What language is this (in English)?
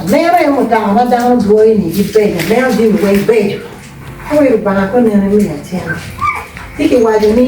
Acoli